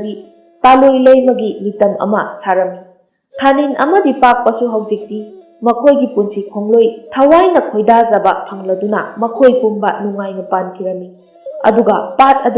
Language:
Manipuri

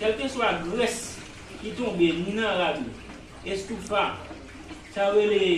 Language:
Haitian Creole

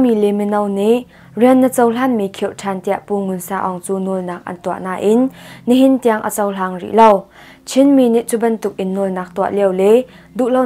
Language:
Hakha Chin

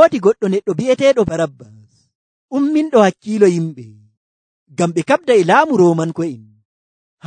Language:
Nigerian Fulfulde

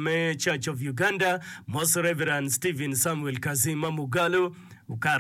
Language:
Acoli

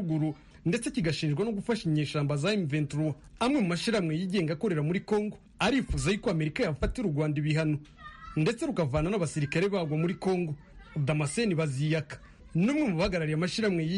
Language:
Kinyarwanda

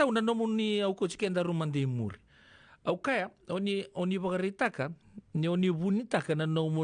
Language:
Fijian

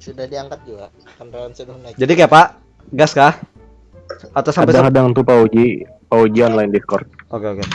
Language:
Banjar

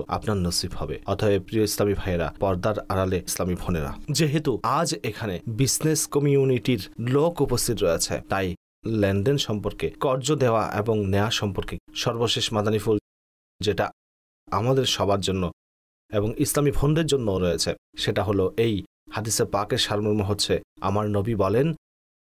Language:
Bangla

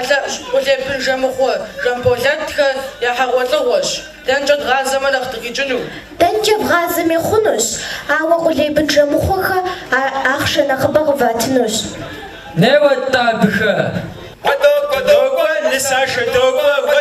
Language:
Kabardian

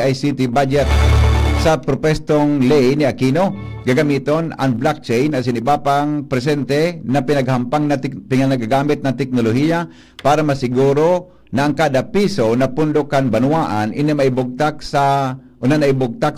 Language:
Bikol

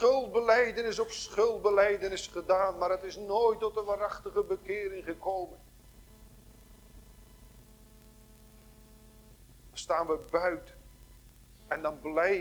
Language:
Dutch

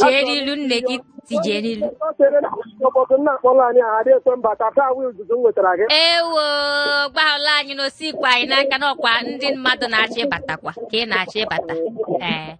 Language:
Igbo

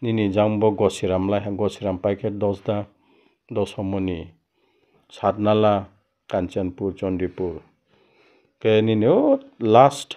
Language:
Riang (India)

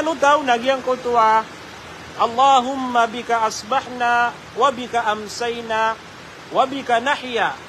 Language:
Maranao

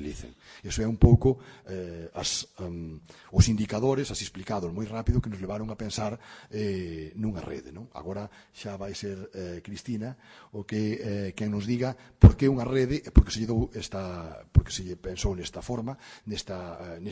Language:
Galician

